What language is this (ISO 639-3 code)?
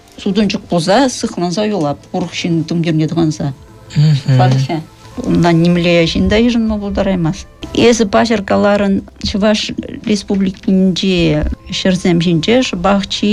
chv